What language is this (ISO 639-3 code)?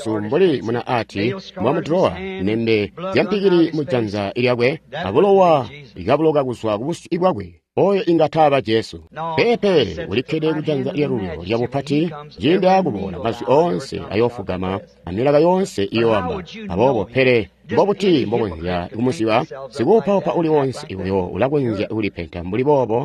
toi